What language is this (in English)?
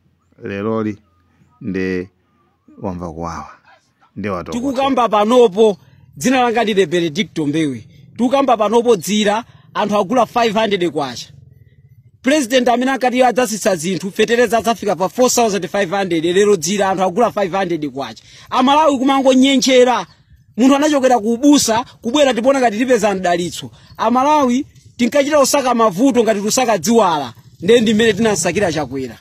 Nyanja